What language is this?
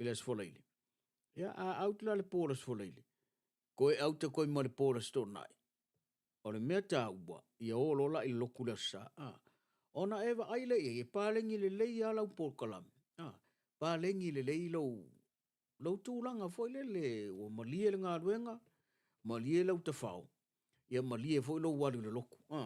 Samoan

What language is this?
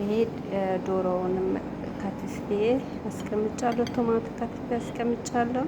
Amharic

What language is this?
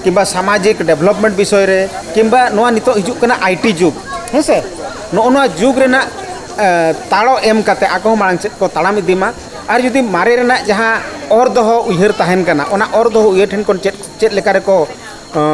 Santali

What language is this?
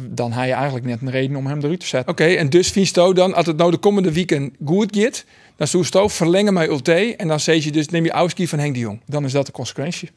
Western Frisian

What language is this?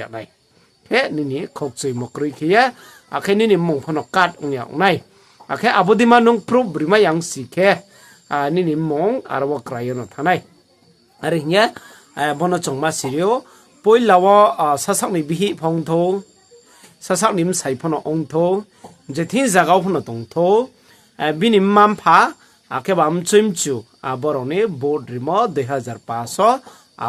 Riang (India)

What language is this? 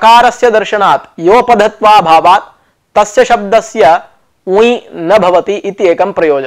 Sanskrit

